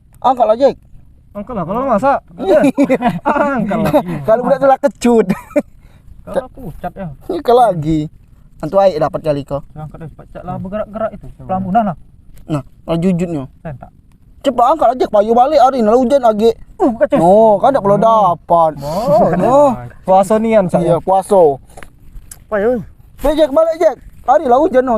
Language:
Musi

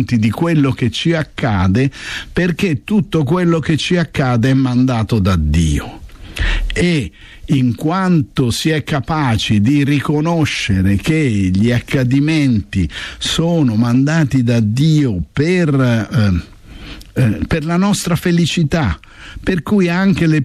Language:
Italian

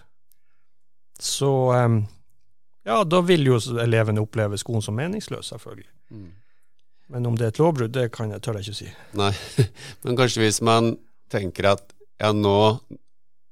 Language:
Norwegian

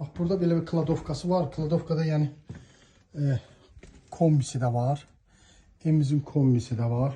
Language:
Azerbaijani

